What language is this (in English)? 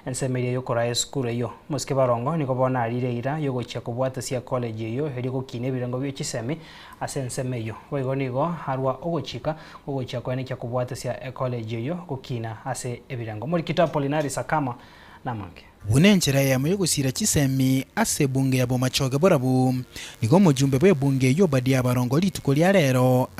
Gusii